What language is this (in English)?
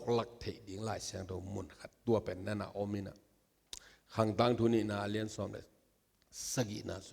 Tedim Chin